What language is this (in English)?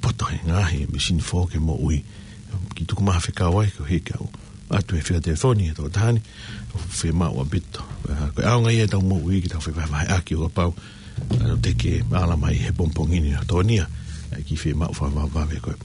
Tongan